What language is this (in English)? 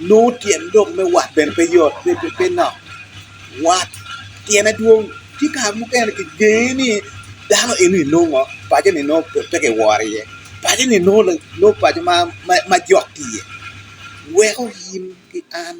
Acoli